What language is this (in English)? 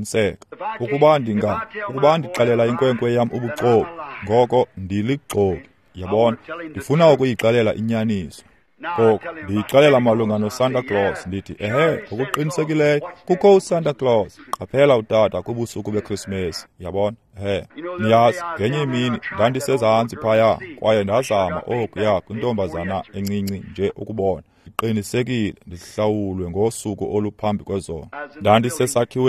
Xhosa